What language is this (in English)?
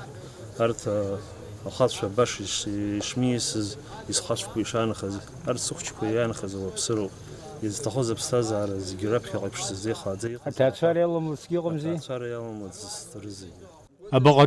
Abkhazian